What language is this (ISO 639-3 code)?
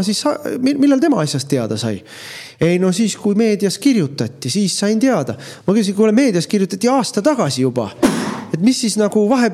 est